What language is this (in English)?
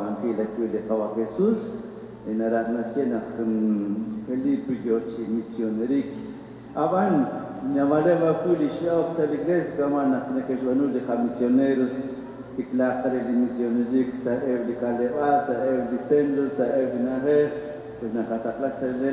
Kekchí